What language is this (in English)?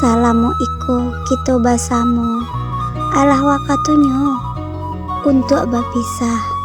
Minangkabau